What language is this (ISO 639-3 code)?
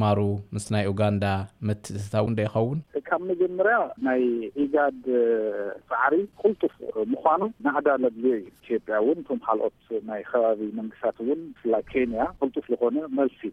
tir